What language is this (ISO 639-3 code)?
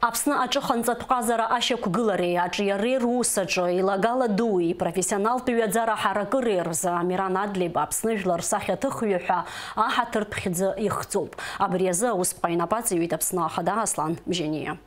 abk